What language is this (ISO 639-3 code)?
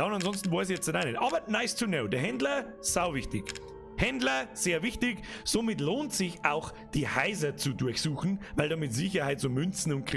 bar